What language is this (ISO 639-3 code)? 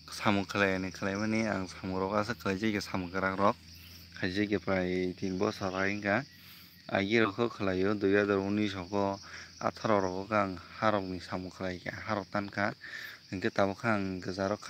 trp